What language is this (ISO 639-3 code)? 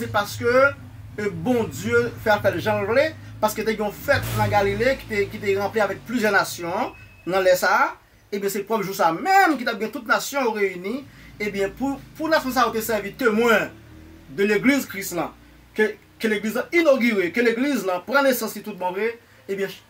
hat